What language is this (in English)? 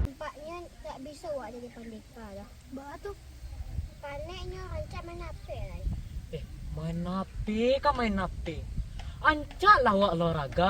Minangkabau